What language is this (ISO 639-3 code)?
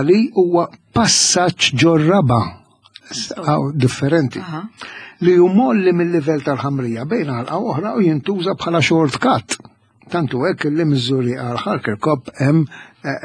mlt